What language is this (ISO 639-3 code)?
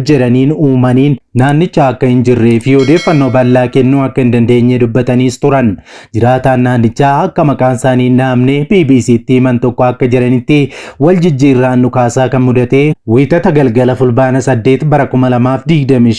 orm